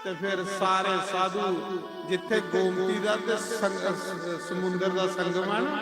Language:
Dogri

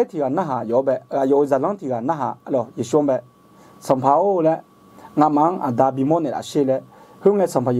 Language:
Akha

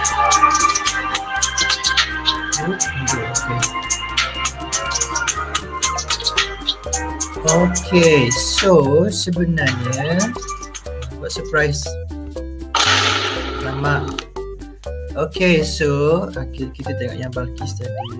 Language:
Malay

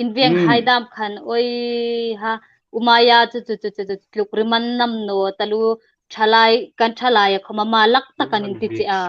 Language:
Hmar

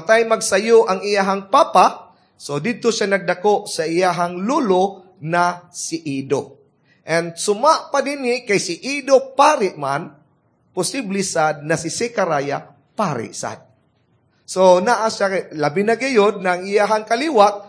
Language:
Cebuano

